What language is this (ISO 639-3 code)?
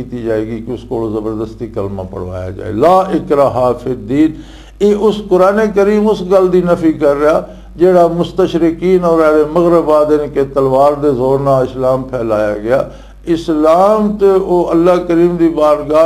lah